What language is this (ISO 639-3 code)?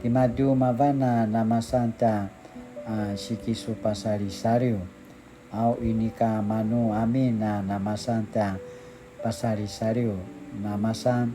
pwn